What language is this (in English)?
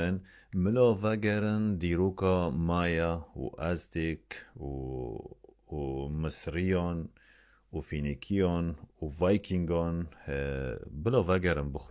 Kurdish